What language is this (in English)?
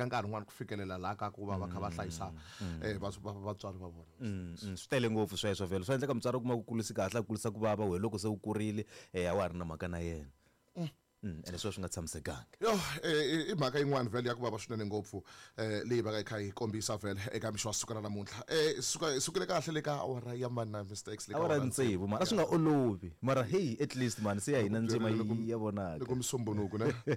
Tsonga